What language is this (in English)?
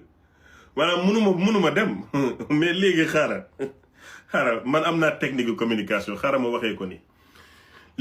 Wolof